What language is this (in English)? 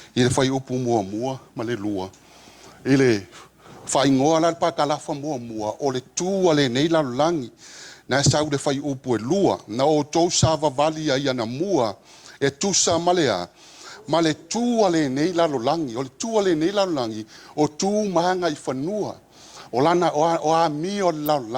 Samoan